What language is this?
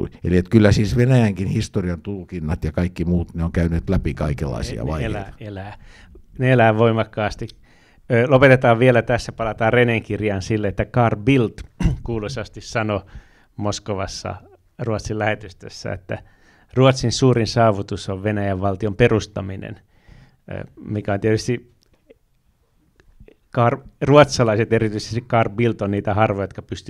Finnish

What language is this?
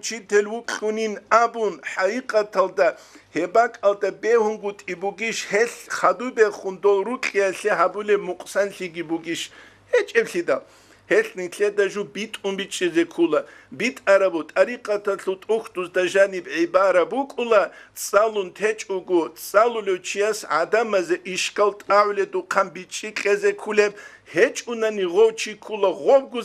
Avaric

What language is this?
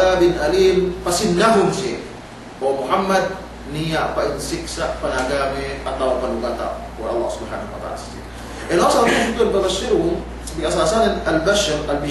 Yakan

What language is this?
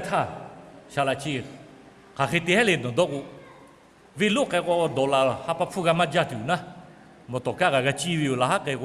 Lahu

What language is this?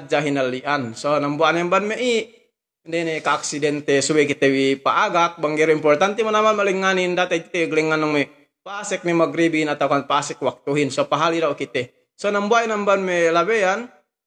Yakan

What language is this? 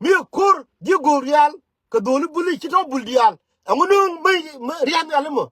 Nuer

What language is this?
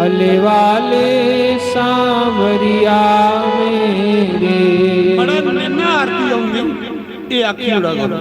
Dogri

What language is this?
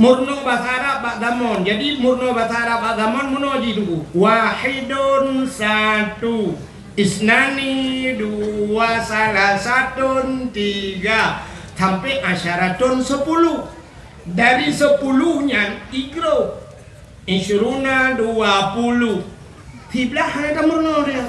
Achinese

